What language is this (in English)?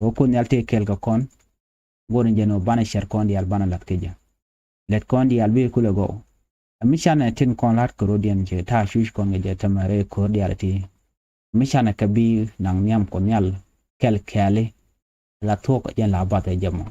Nuer